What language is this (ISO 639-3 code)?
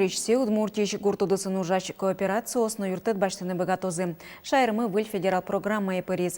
udm